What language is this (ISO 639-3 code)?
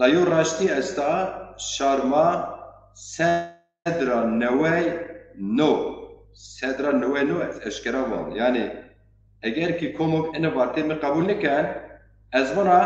zza